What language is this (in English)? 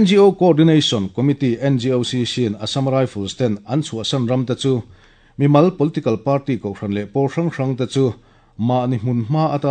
Mizo